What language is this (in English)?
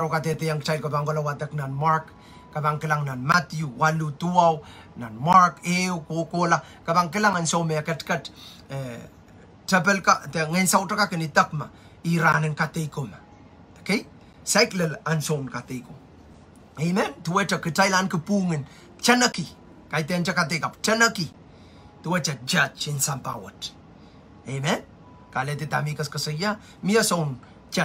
Pohnpeian